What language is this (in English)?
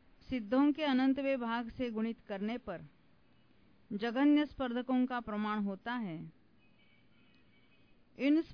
Hindi